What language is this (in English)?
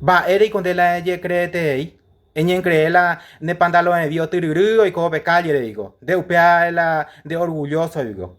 Guarani